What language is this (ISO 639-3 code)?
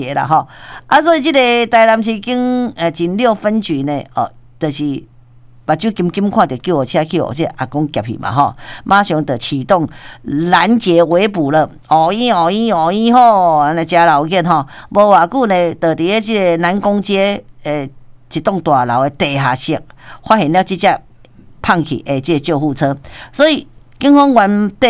nan